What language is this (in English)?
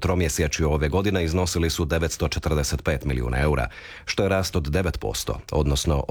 Croatian